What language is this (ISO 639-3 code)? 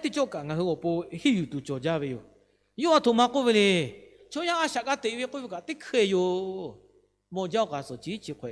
lhu